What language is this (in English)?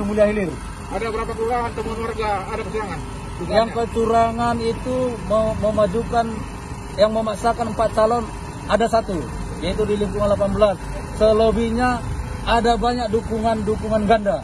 Indonesian